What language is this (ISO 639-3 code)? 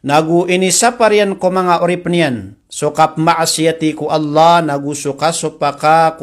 mrw